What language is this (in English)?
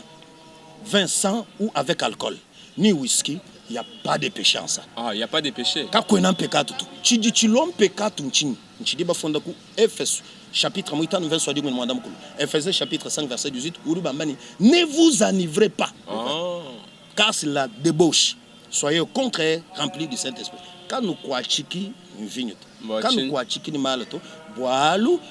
Luba-Lulua